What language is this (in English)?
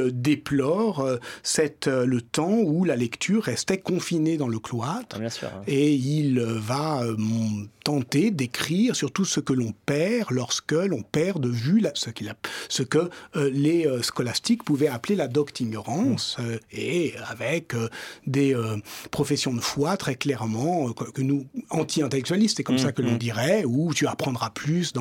French